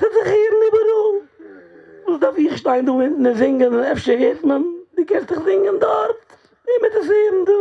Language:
Yiddish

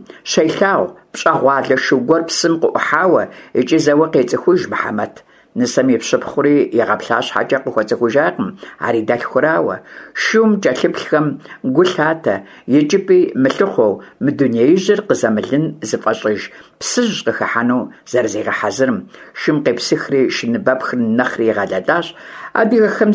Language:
Kabardian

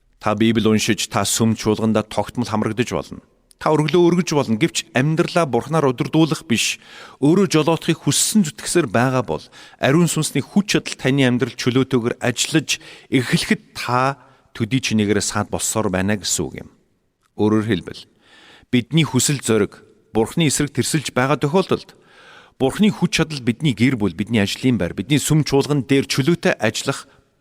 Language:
Mongolian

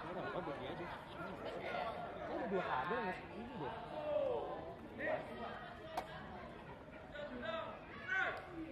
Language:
Indonesian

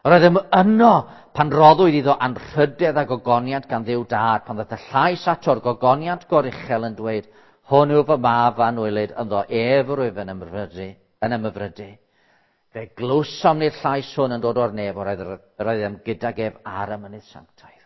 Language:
Welsh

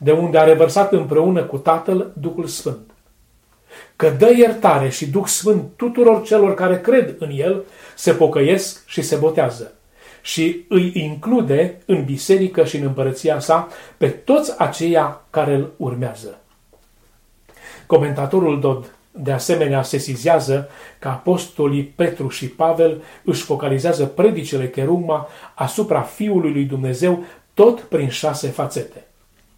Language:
Romanian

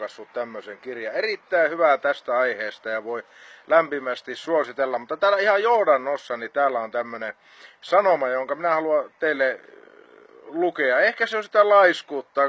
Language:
Finnish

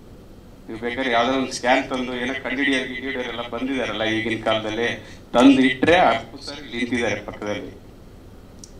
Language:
Kannada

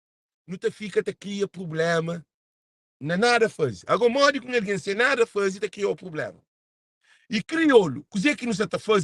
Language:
Kabuverdianu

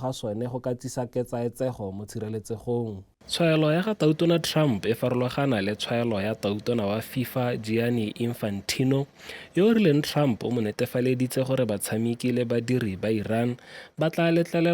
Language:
Tswana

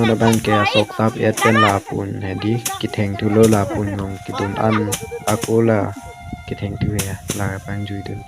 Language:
Karbi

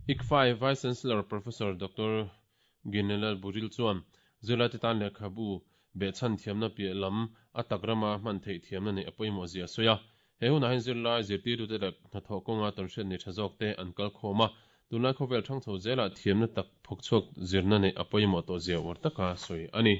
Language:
Mizo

